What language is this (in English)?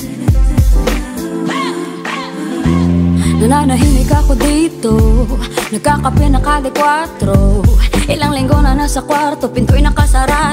Filipino